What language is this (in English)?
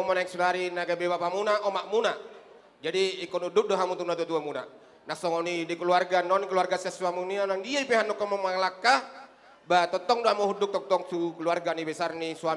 Batak Toba